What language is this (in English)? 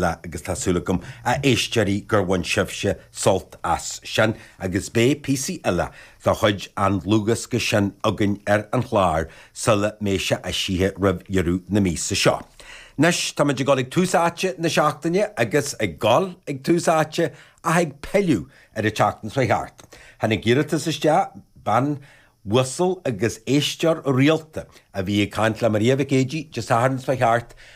Irish